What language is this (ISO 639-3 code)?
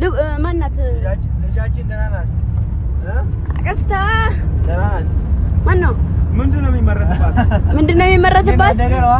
amh